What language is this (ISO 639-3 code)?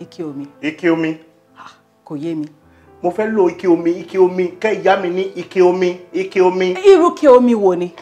yor